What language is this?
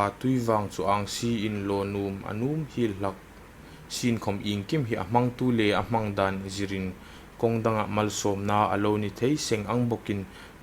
Hmar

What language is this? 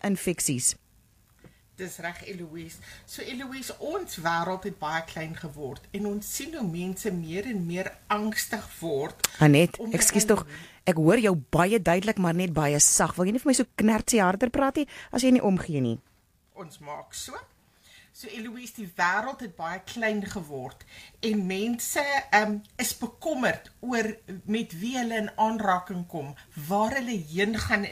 Afrikaans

